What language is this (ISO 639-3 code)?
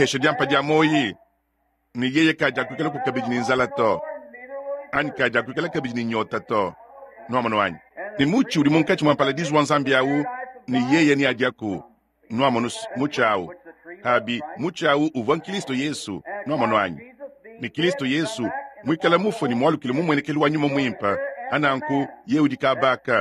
lua